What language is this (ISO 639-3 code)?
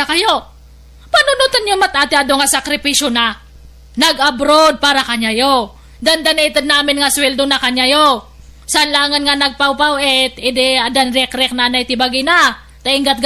ilo